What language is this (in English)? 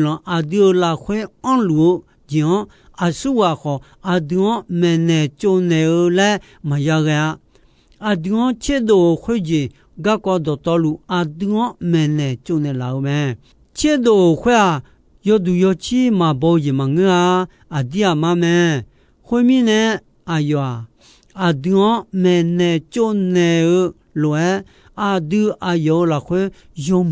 Akha